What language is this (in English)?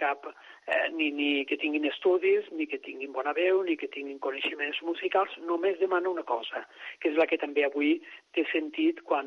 Catalan